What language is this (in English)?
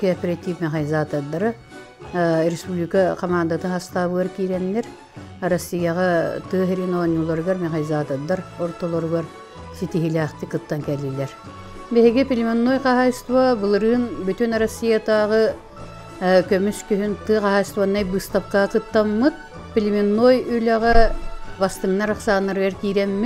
Yakut